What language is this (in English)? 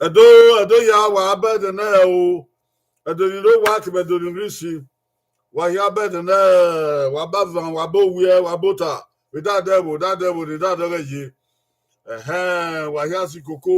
Bini